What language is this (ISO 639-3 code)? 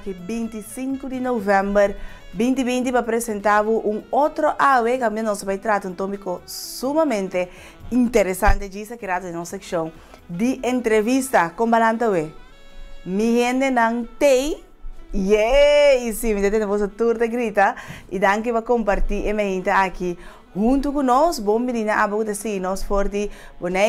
pap